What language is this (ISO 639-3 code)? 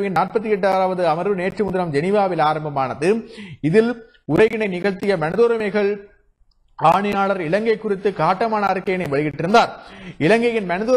tam